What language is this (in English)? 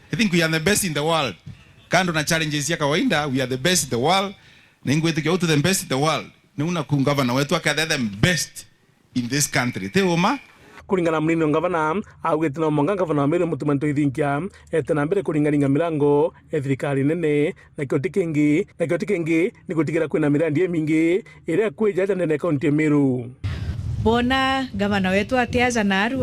Meru